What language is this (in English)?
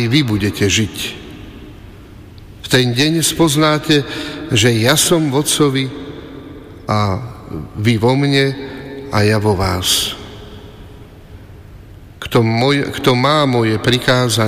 Slovak